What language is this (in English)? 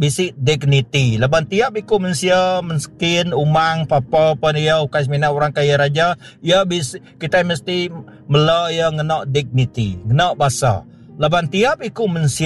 Iban